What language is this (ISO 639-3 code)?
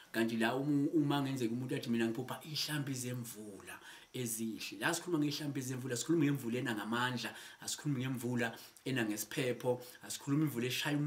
zul